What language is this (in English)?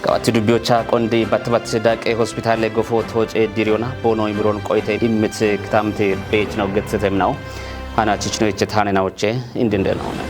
Kafa